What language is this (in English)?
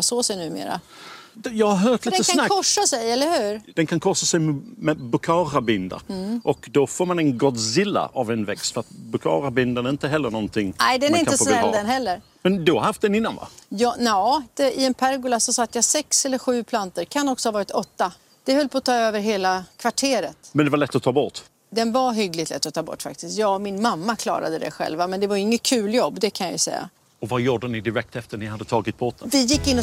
Swedish